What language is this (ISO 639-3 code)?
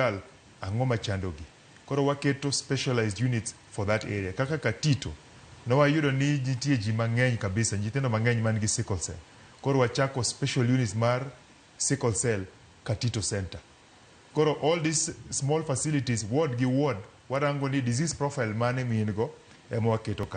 luo